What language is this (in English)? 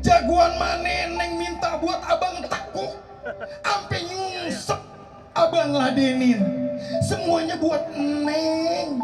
Betawi